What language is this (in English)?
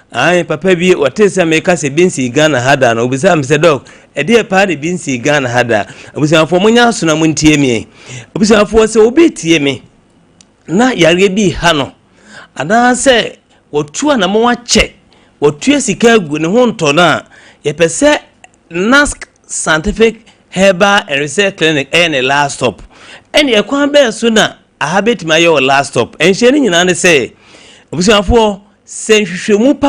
Akan